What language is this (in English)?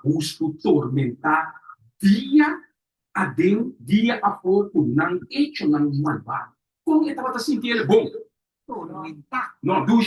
Papiamento